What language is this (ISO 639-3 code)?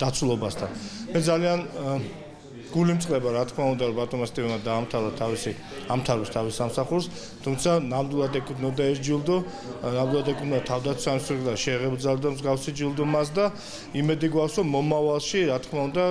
kat